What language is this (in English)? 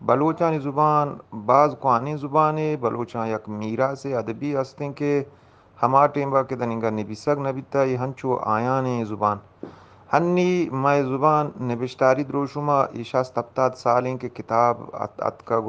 Eastern Balochi